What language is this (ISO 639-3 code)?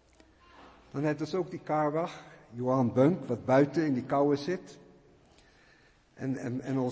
afr